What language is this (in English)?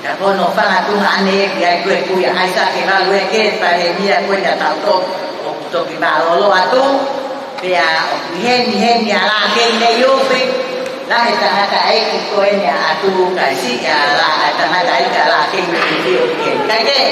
Tongan